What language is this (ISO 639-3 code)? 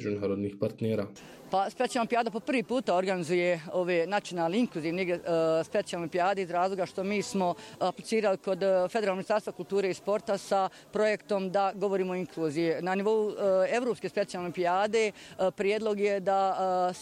bos